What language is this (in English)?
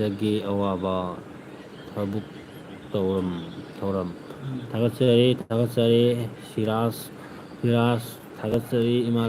Manipuri